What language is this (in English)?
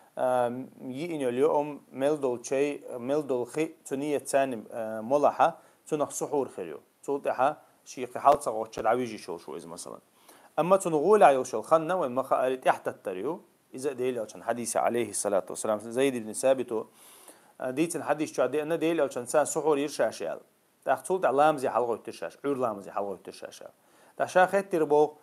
Chechen